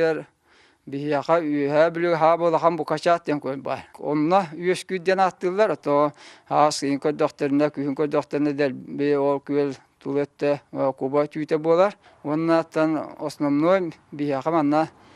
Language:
Yakut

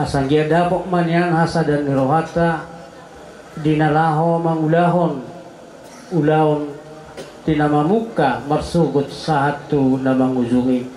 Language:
Batak Toba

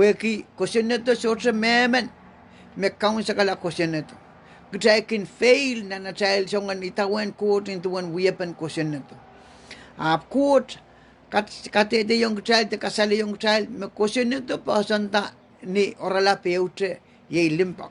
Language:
Pohnpeian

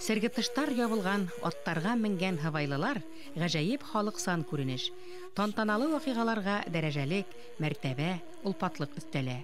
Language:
Bashkir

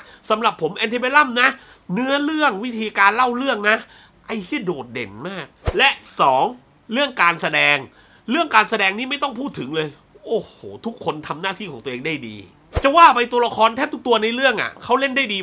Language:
Thai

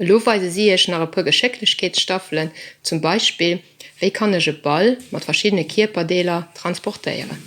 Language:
Luxembourgish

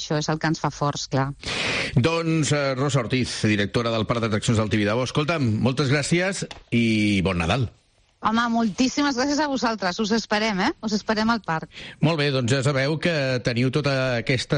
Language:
Catalan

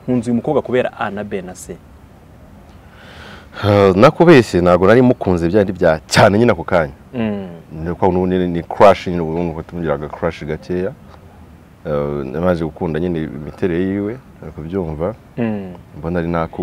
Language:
Kinyarwanda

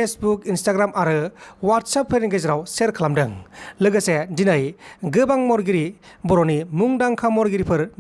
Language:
Bodo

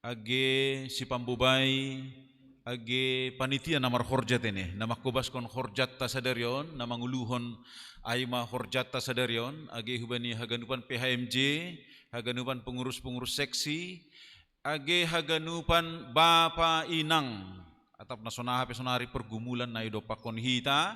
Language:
Batak Simalungun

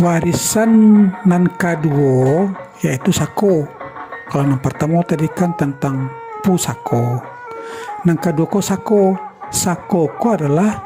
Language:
Minangkabau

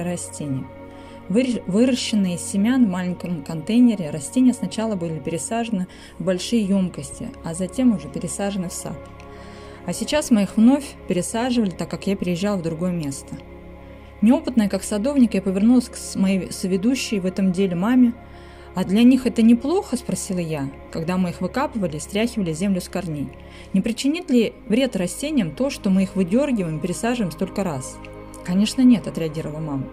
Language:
Russian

